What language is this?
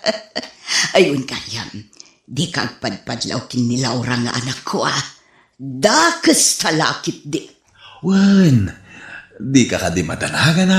Iloko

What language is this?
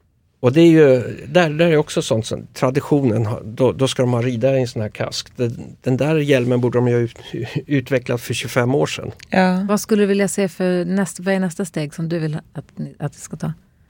Swedish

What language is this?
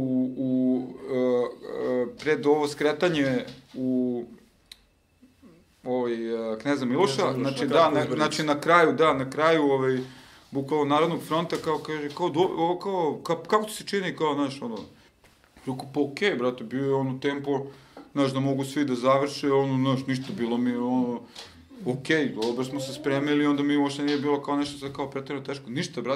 Serbian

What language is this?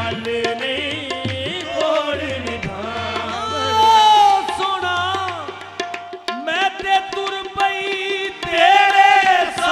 Punjabi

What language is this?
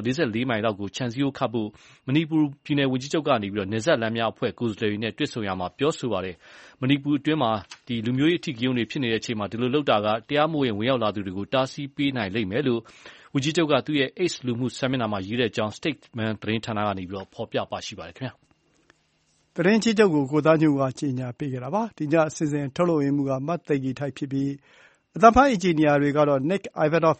Burmese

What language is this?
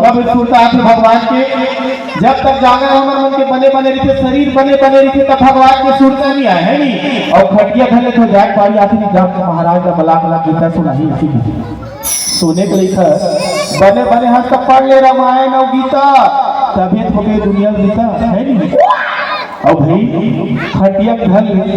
Chhattisgarhi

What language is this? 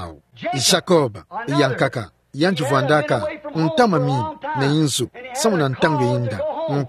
Kituba (Democratic Republic of Congo)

